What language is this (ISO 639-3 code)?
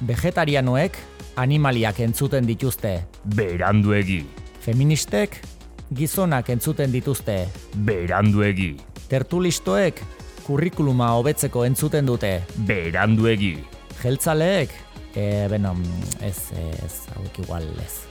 eus